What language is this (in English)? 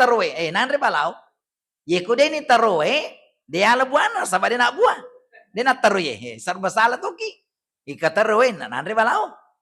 Buginese